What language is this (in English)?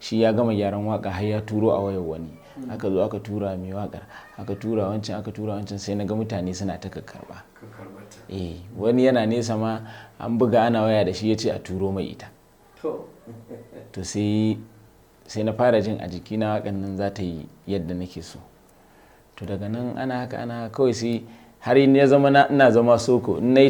Hausa